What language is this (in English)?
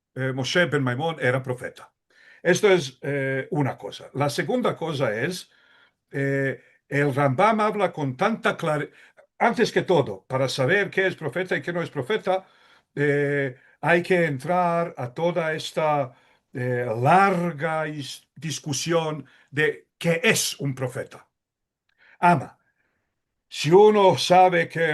Ladino